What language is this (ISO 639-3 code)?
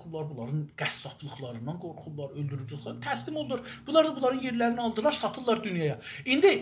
azb